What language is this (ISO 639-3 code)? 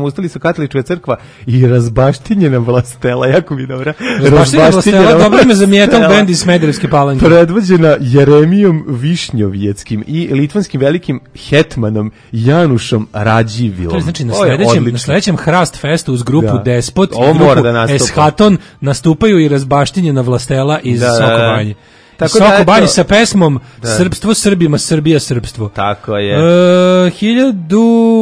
srp